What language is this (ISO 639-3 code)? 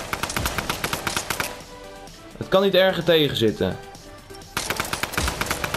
nld